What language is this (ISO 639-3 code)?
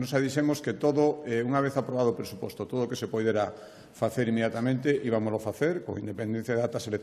glg